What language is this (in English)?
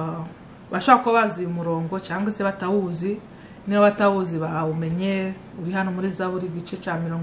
Kinyarwanda